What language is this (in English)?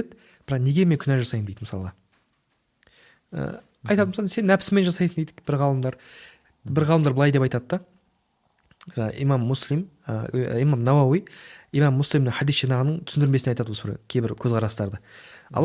Kazakh